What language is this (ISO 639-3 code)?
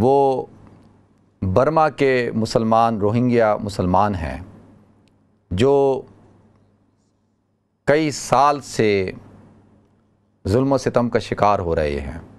urd